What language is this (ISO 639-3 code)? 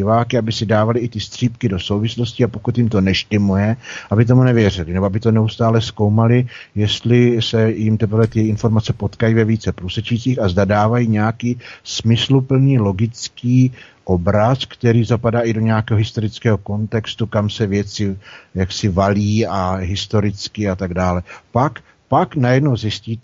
ces